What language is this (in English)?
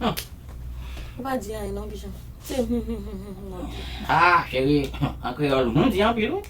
Haitian Creole